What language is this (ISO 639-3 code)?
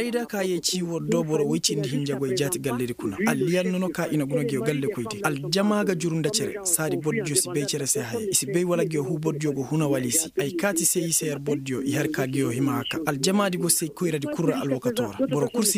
ses